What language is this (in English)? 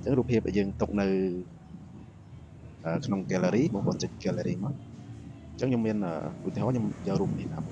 Khmer